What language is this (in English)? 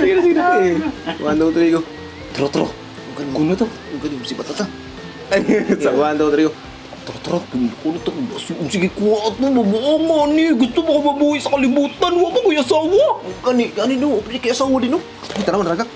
Cebuano